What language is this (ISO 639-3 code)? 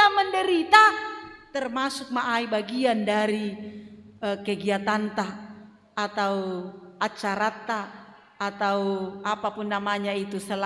bts